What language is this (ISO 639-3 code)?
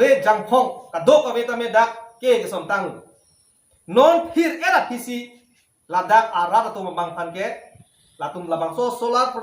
mjw